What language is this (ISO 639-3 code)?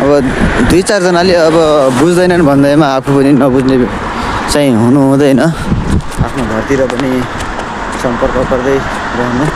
nep